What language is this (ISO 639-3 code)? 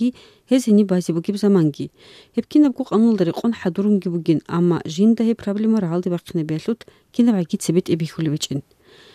ava